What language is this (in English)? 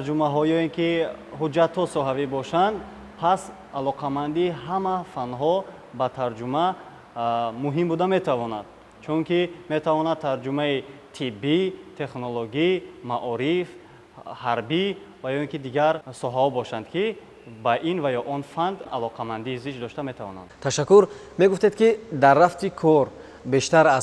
Tajik